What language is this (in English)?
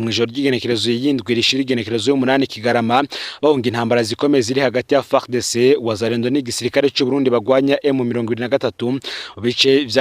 Rundi